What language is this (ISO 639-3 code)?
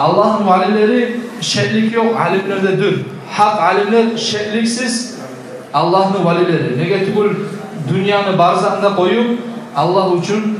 kum